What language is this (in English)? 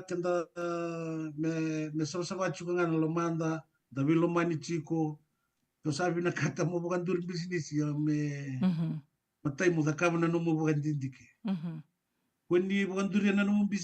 Fijian